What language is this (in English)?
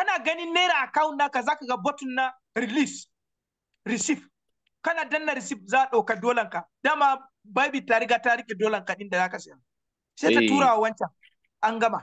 Hausa